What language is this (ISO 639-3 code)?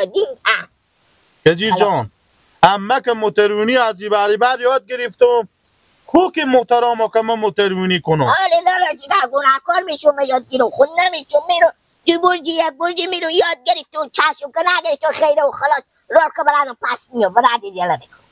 fas